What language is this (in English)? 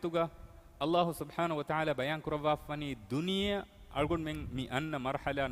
Divehi